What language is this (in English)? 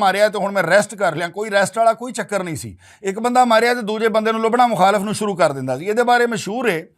Western Panjabi